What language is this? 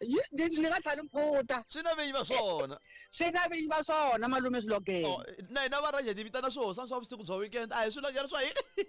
Tsonga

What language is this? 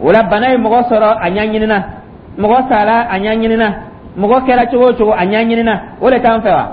Dyula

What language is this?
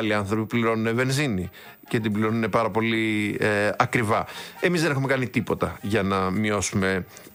Greek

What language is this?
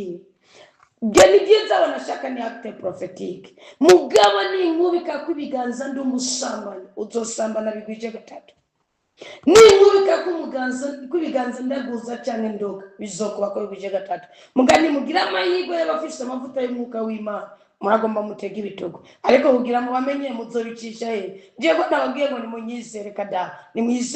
Rundi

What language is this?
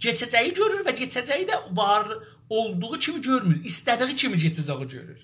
South Azerbaijani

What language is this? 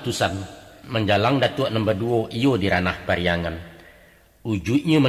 Minangkabau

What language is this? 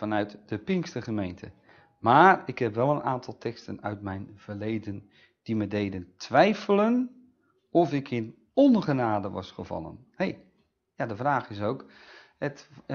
Dutch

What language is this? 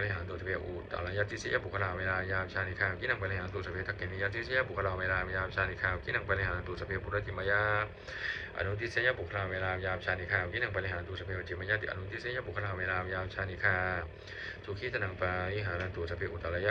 Pali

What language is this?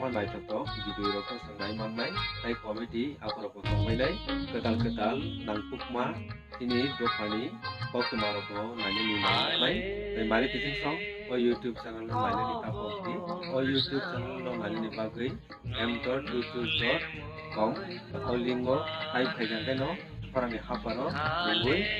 Kok Borok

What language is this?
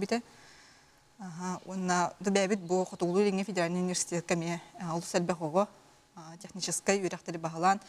Yakut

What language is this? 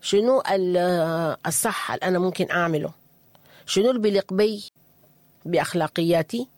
Sudanese Arabic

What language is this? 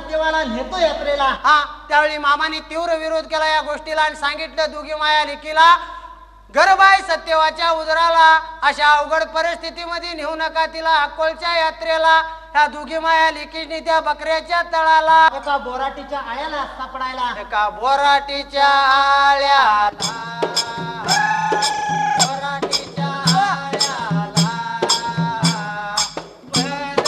Marathi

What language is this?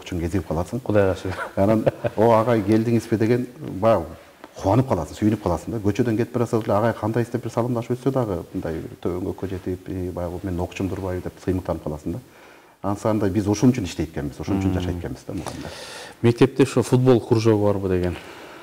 Kyrgyz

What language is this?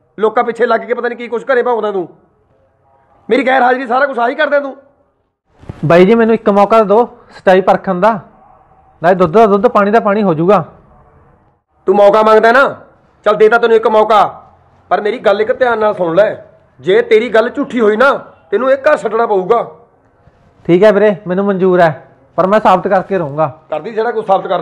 Punjabi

